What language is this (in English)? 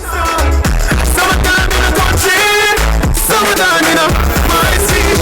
Jamaican Creole English